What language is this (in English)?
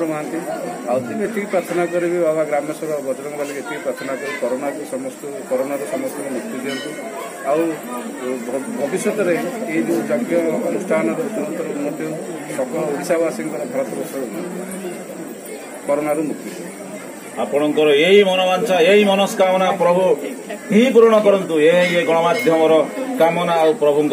Odia